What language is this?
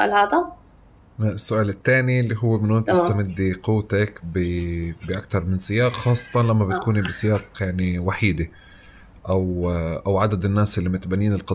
North Levantine Arabic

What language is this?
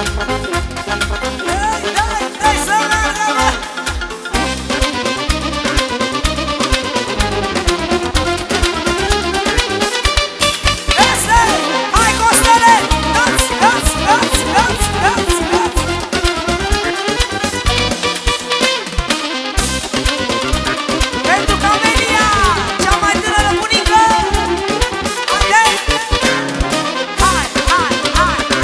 Romanian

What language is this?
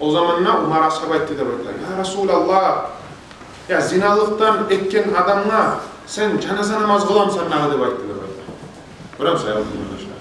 Kumyk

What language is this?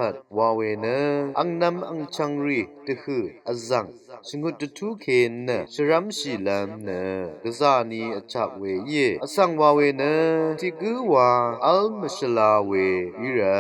Rawang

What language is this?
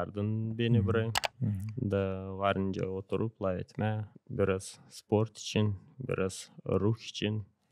Gagauz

